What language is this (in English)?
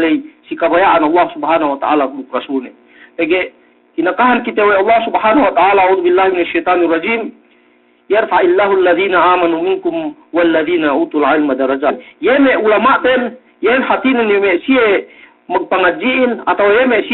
Yakan